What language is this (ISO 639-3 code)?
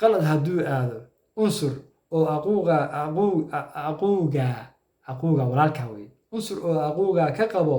som